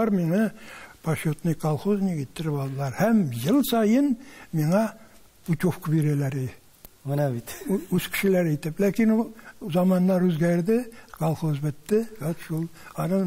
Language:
Tatar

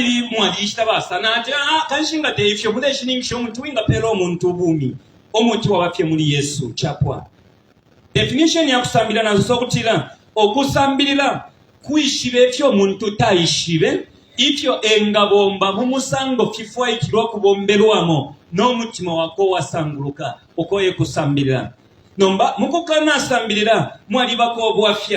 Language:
Bemba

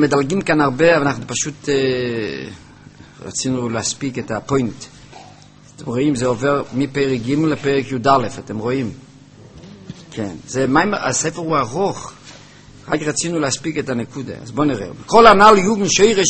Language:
Hebrew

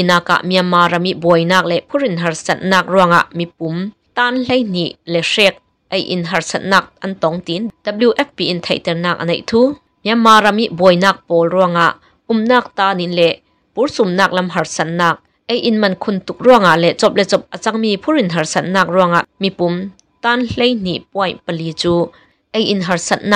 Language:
Burmese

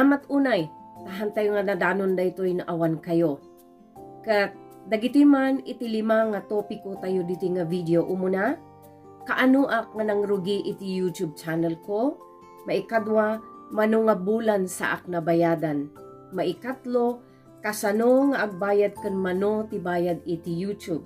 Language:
Iloko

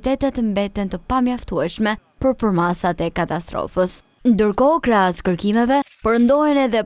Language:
Albanian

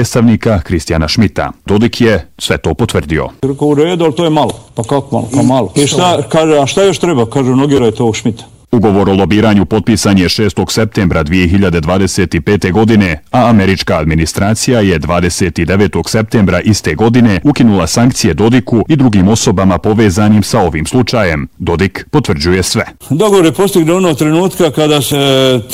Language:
Bosnian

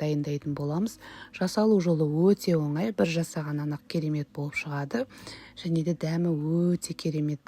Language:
Kazakh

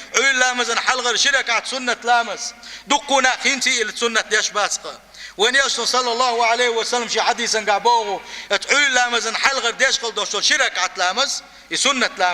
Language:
Chechen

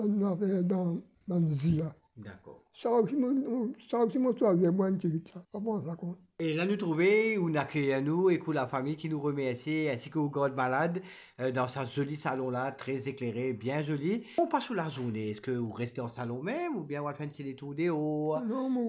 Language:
Morisyen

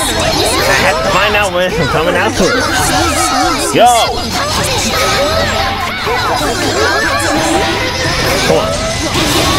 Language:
English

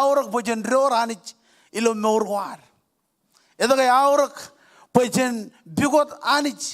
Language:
Marshallese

